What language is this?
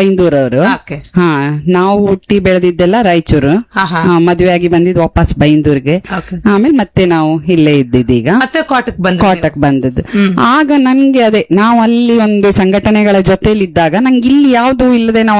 Kannada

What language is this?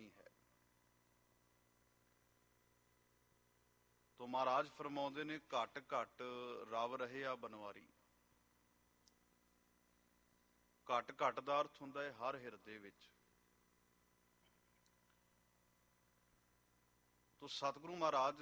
Punjabi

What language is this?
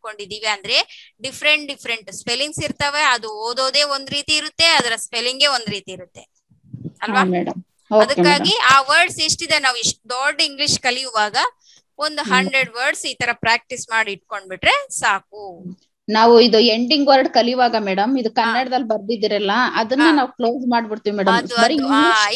Kannada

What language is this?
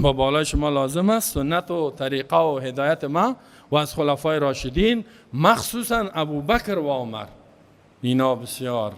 Persian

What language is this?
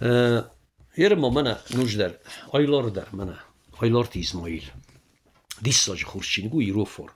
Ossetic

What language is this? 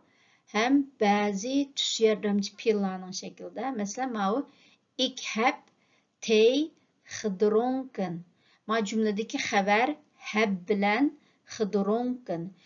Uyghur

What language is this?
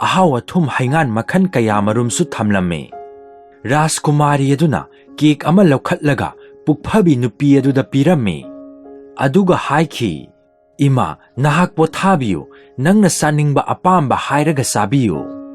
Manipuri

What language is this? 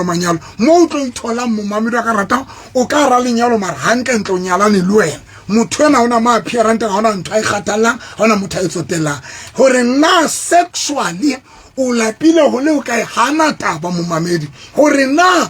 Southern Sotho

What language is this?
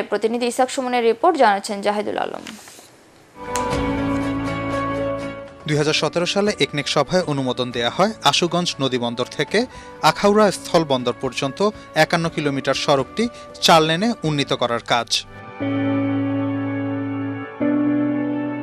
Bangla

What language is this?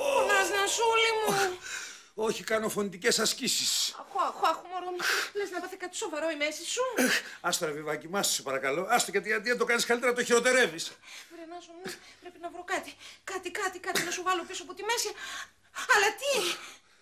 Greek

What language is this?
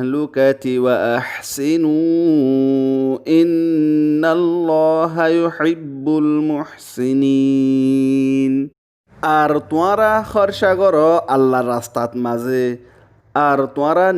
Rohingya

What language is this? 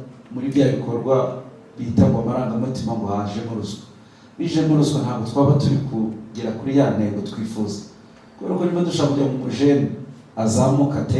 Kinyarwanda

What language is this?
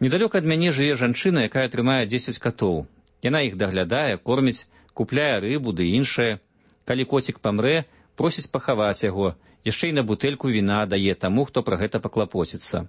Belarusian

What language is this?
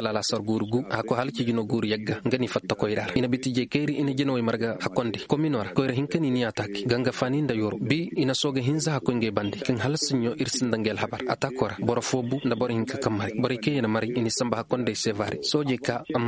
Koyraboro Senni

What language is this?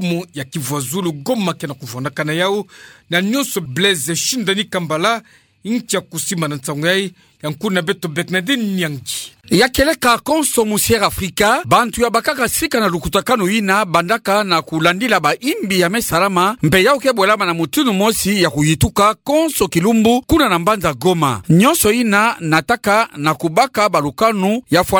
Kituba (Democratic Republic of Congo)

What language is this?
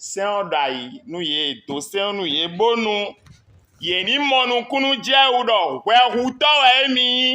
Fon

